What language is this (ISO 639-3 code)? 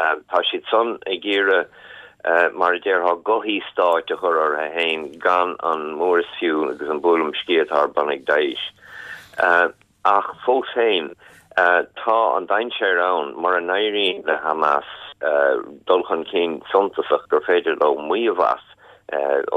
gle